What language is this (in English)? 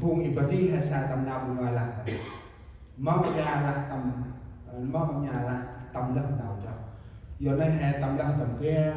Central Mnong